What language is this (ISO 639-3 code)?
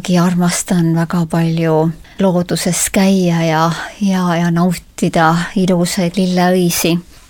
est